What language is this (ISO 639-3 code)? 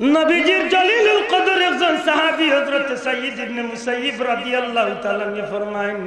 syl